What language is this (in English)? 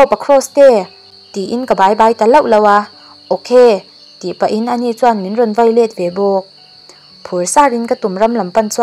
Mizo